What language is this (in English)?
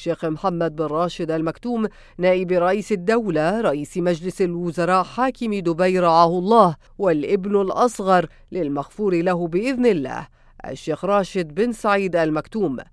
Arabic